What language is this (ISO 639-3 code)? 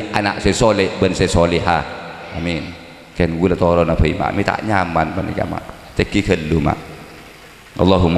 mad